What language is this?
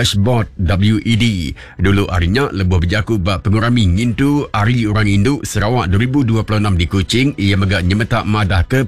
Iban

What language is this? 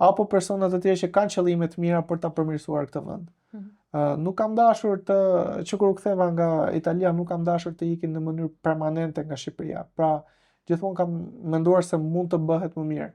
Albanian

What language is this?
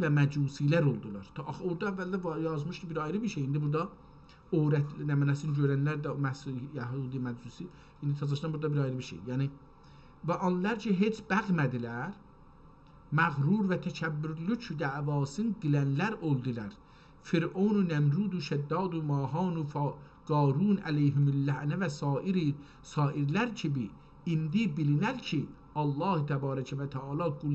South Azerbaijani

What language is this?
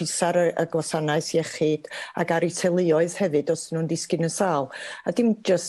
Welsh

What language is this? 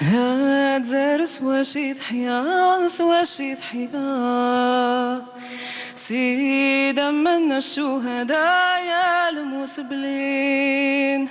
Algerian Arabic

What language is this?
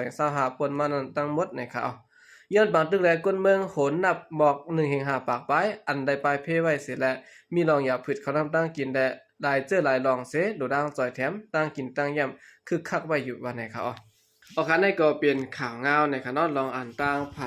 Shan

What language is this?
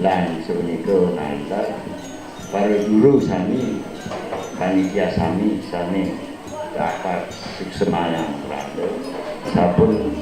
Balinese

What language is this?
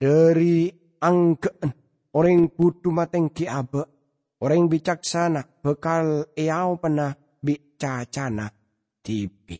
Madurese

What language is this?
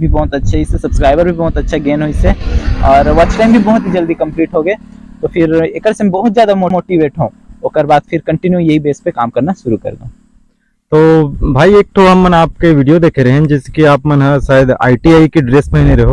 Chhattisgarhi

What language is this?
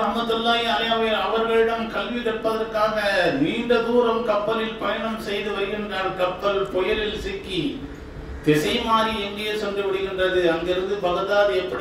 Tamil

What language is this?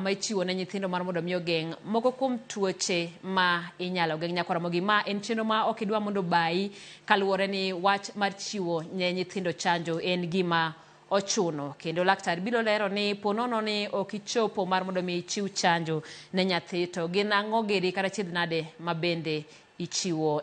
Luo (Kenya and Tanzania)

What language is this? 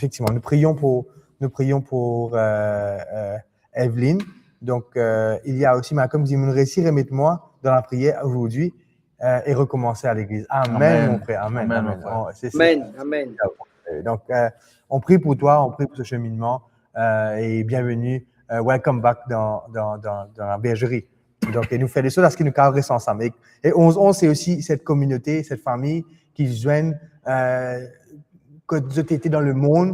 Morisyen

